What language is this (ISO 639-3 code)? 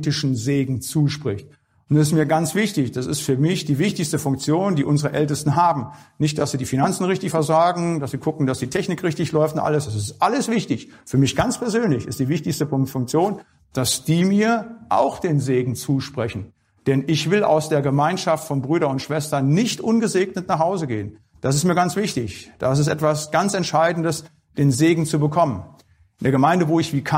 deu